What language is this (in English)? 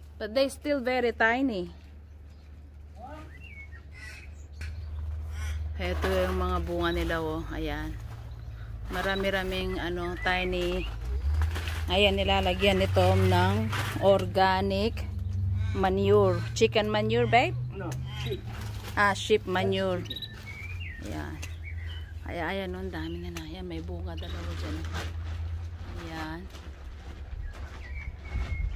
Filipino